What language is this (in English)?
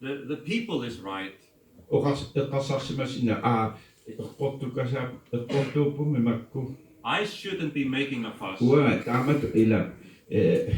Kalaallisut